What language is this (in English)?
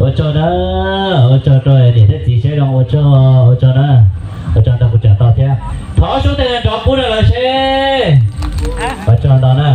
Hmong